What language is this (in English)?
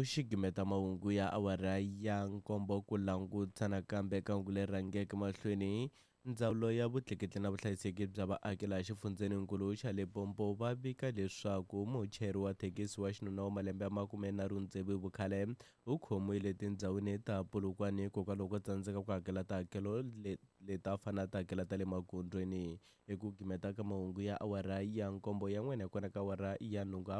Tsonga